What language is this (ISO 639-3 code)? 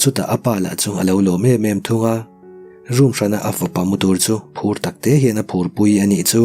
lus